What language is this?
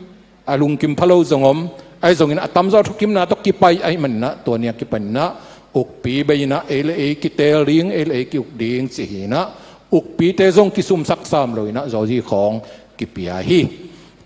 Tedim Chin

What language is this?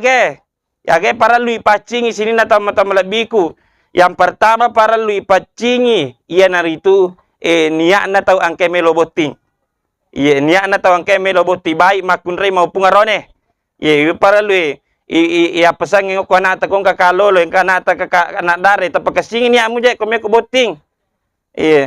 Buginese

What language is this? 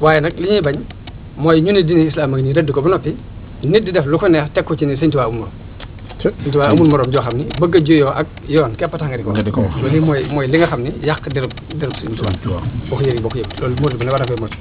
Wolof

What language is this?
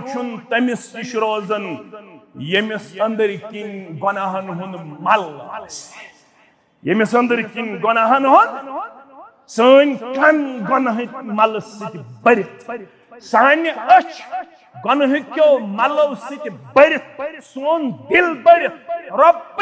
Kashmiri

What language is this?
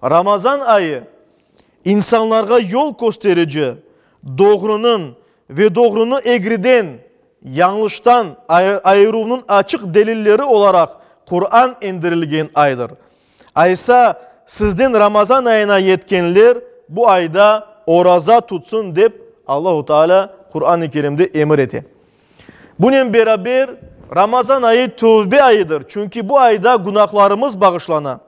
Crimean Tatar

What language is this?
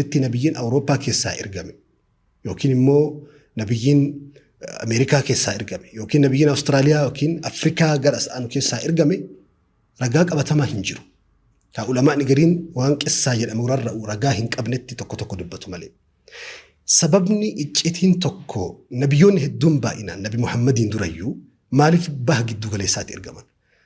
Oromo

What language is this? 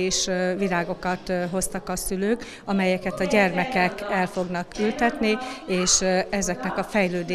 Hungarian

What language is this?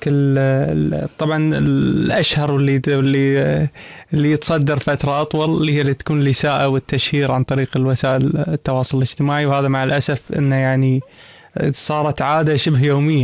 Gulf Arabic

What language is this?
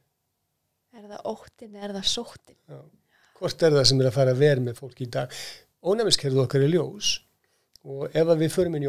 Icelandic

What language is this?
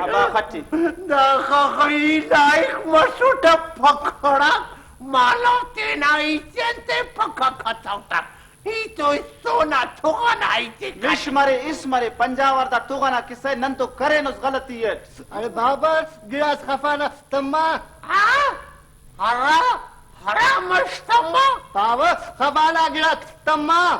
Brahui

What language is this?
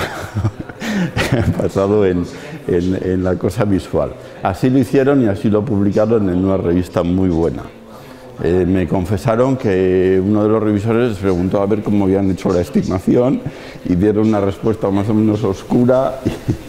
Spanish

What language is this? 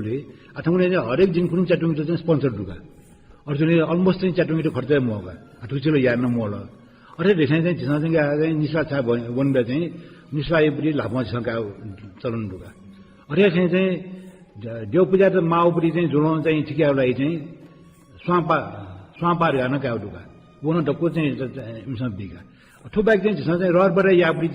Newari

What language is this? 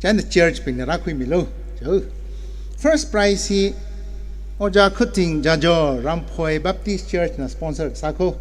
Tangkhul Naga (India)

